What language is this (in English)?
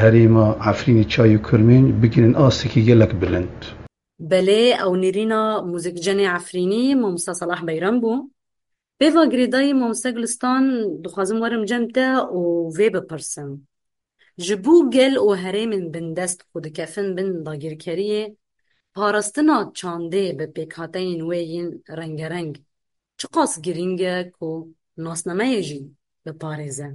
Kurdish